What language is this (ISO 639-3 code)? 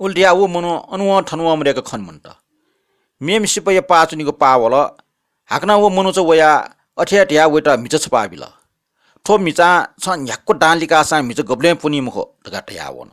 new